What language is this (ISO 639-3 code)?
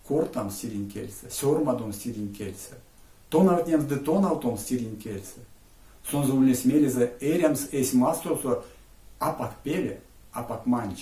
myv